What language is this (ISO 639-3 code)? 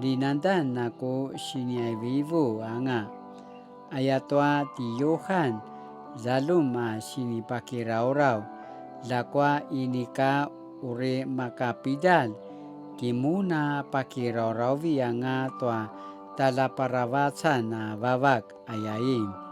pwn